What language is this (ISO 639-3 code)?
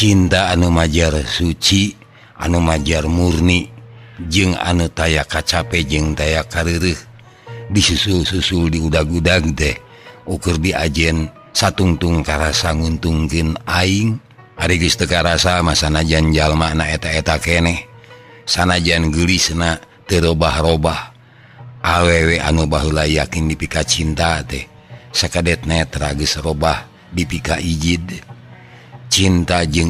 sun